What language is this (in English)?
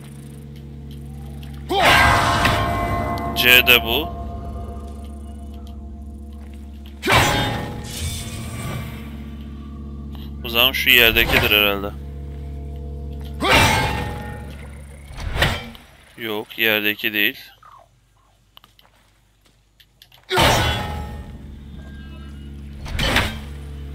Turkish